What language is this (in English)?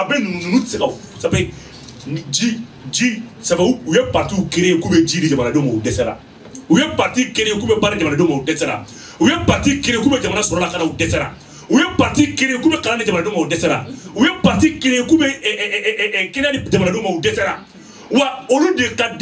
Bambara